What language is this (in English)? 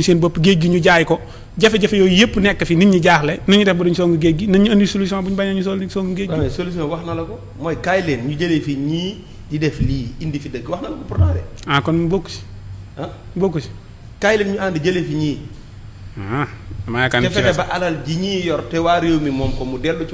Wolof